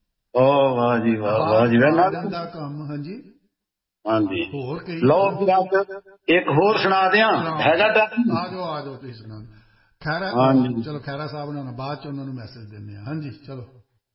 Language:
Punjabi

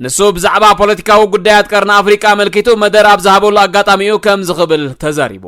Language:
Tigrinya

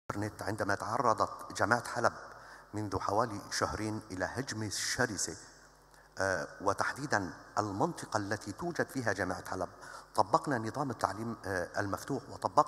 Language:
Arabic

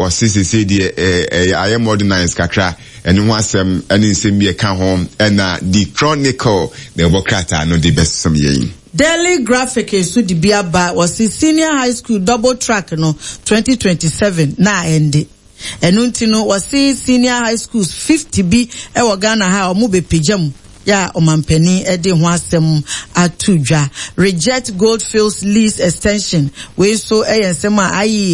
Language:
Akan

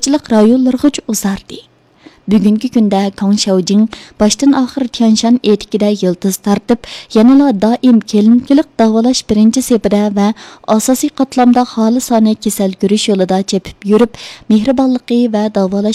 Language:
Uyghur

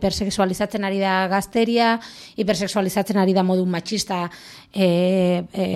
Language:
Basque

